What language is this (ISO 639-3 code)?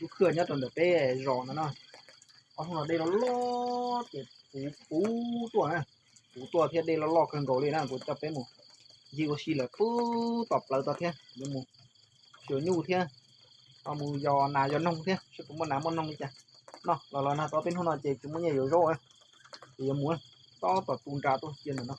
hmn